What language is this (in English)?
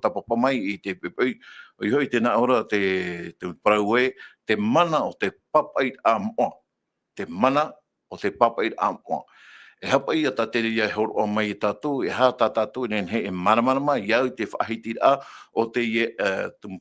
Tahitian